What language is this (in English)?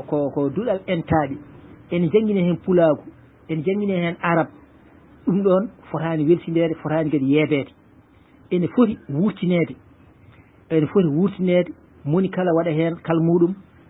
Fula